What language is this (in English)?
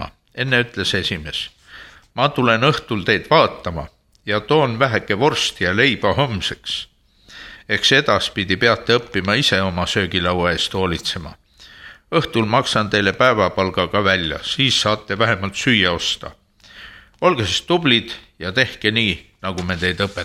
Estonian